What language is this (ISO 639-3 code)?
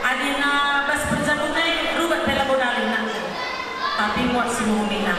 btx